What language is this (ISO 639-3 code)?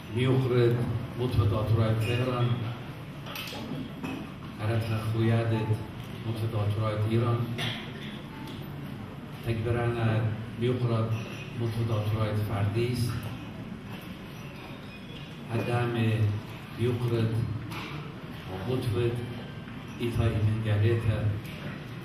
fas